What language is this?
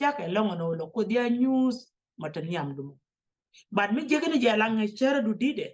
Nuer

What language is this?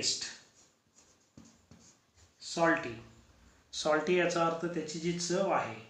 Marathi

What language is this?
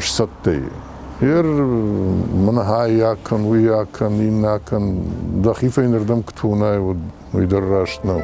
Ossetic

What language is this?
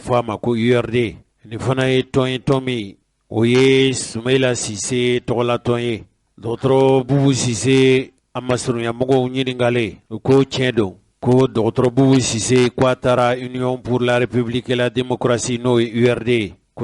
Bambara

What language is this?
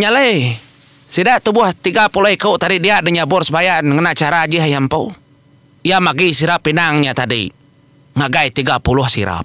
Iban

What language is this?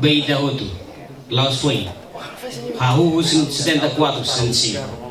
Tetum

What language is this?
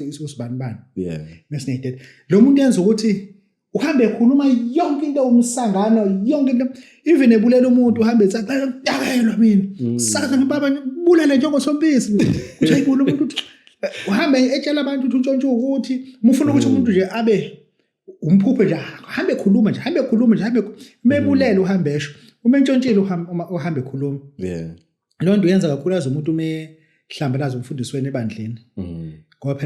Zulu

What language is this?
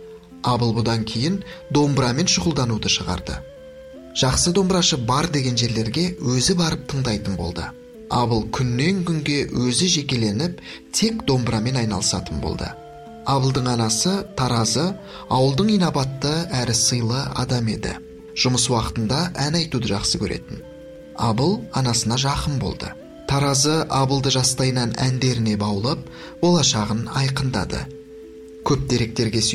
Kazakh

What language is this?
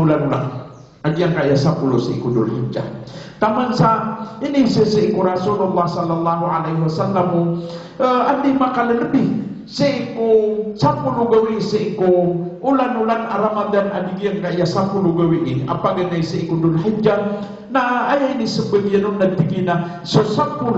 Maranao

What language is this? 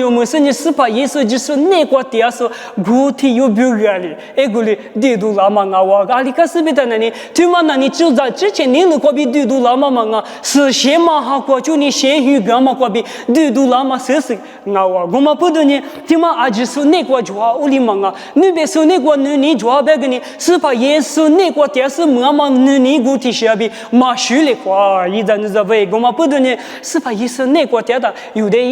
Lisu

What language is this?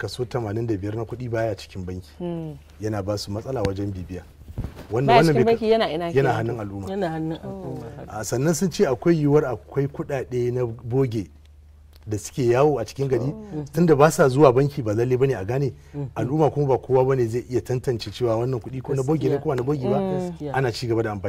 Hausa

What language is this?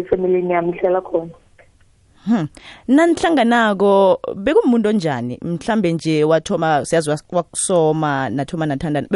South Ndebele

